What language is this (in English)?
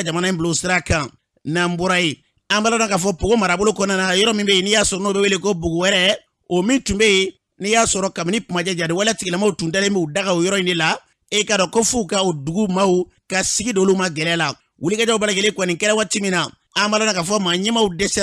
Bambara